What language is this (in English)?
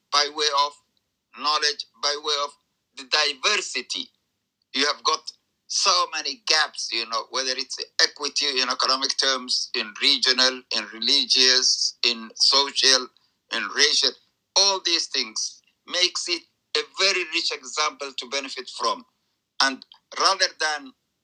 English